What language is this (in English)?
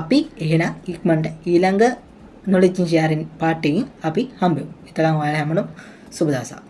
Sinhala